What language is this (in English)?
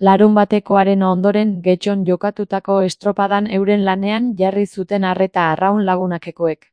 Basque